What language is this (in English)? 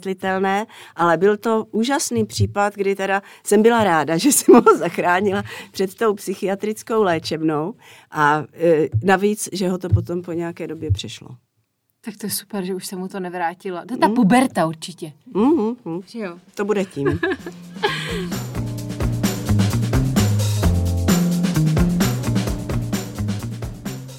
Czech